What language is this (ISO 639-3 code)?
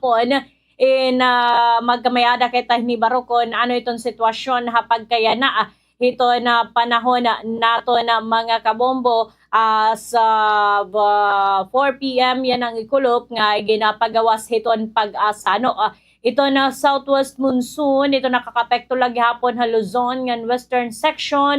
war